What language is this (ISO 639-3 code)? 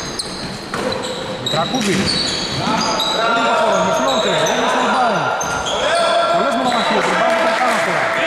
ell